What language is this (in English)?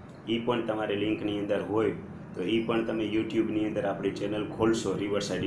Gujarati